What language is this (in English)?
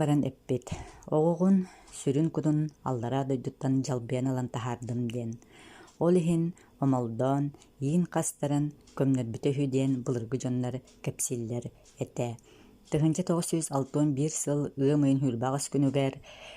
Yakut